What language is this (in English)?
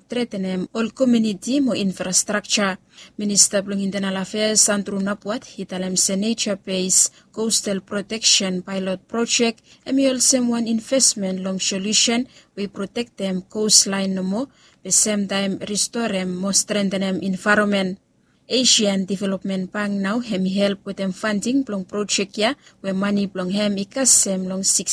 Bislama